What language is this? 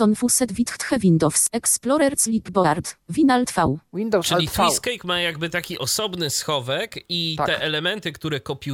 Polish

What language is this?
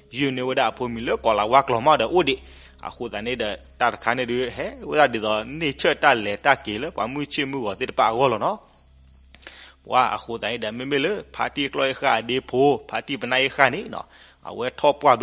S'gaw Karen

